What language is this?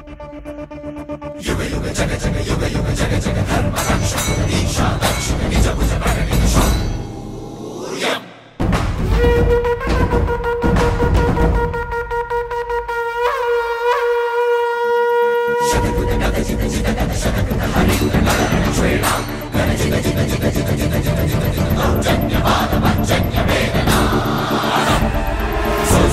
Malayalam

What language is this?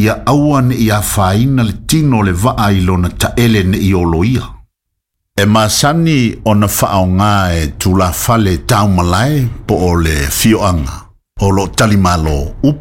Samoan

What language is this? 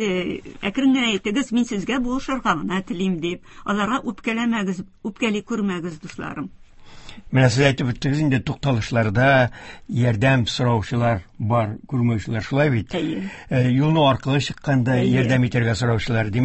Tatar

